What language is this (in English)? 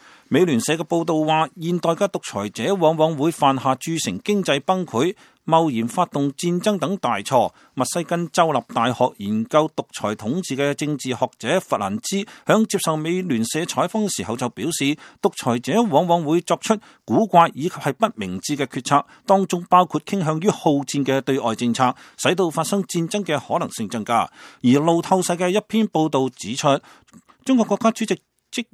Cantonese